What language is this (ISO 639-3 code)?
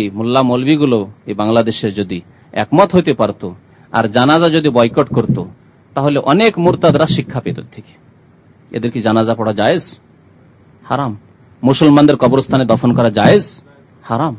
ben